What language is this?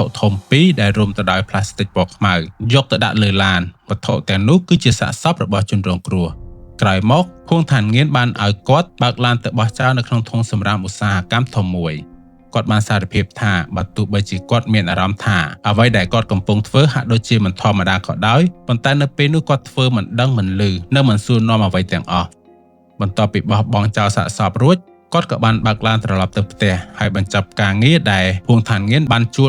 Khmer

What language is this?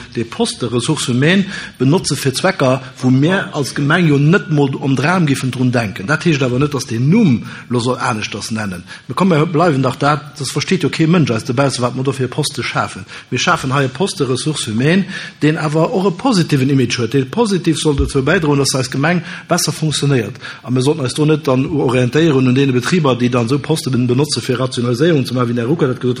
Luxembourgish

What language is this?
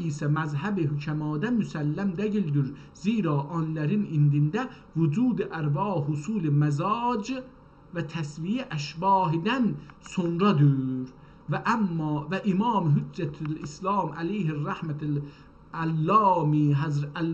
South Azerbaijani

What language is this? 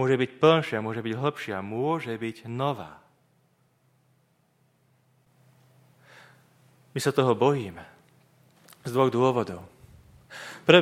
Slovak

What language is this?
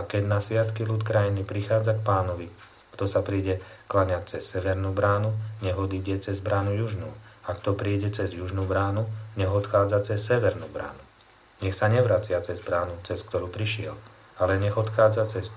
Slovak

